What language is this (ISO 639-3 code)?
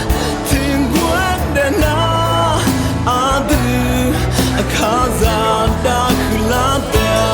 ahk